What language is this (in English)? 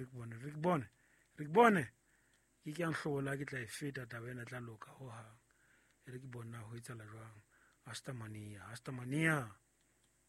Southern Sotho